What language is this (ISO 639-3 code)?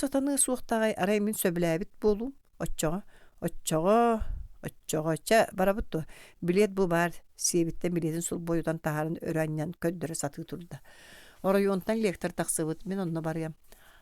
sah